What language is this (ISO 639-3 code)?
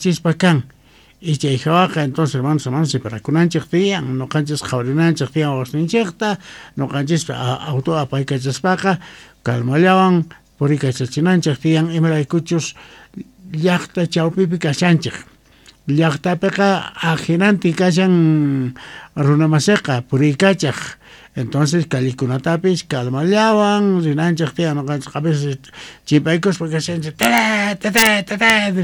quh